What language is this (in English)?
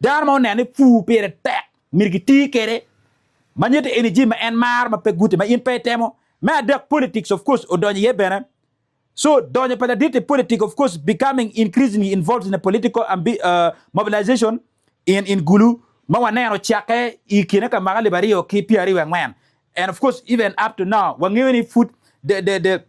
Acoli